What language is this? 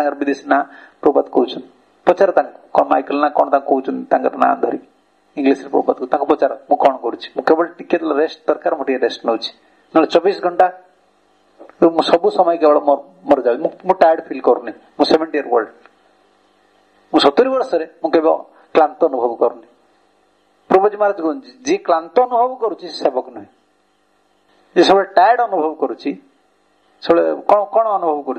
Odia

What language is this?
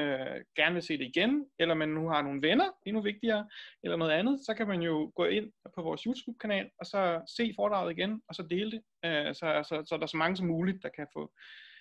Danish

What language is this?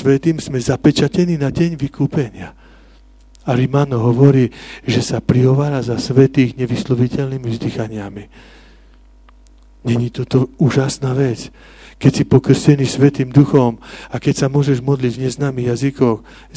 Slovak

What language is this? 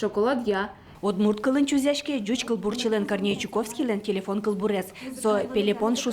Udmurt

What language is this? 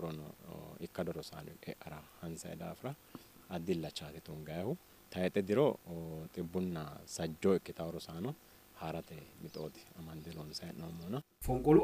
Sidamo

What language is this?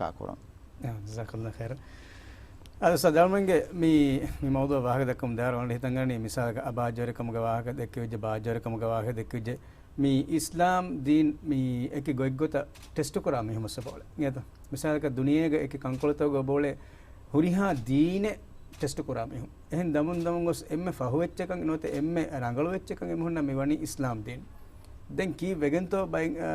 Divehi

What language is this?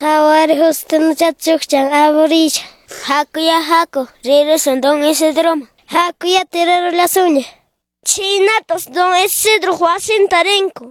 Quechua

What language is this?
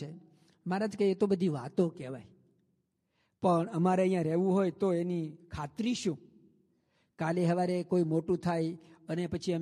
Gujarati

